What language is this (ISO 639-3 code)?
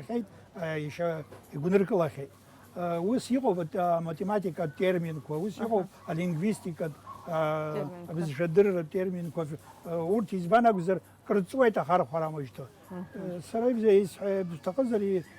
abk